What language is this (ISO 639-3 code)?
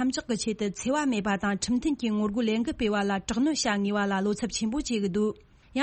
bod